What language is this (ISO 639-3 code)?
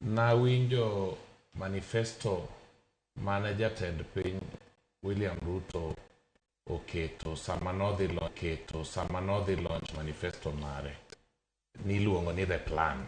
luo